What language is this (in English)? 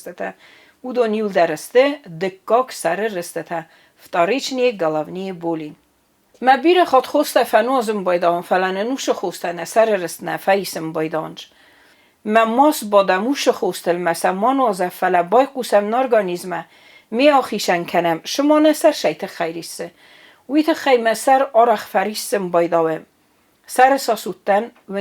Ossetic